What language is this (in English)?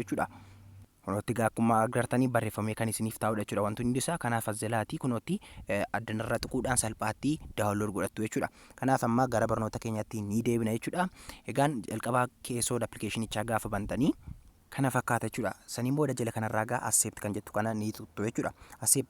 Oromo